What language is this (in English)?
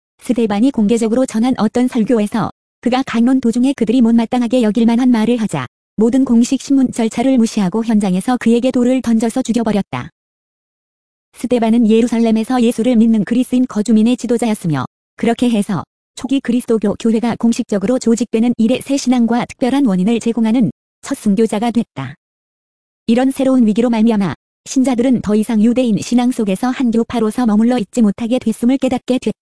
Korean